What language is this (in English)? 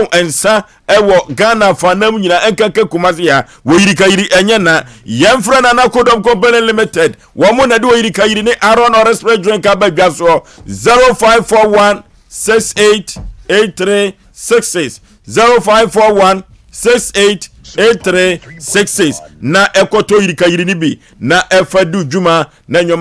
Akan